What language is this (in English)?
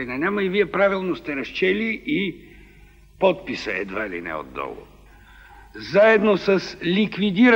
Bulgarian